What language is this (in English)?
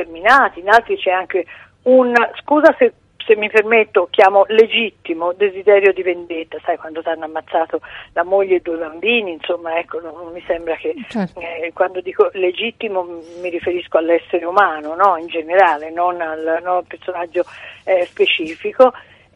Italian